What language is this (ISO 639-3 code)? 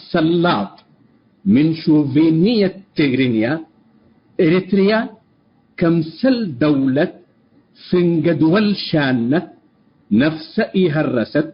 tig